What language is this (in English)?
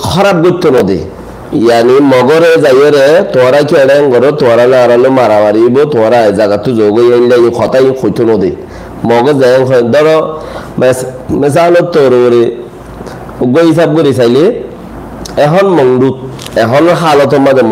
Rohingya